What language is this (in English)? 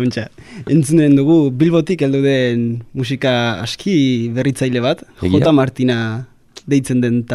Basque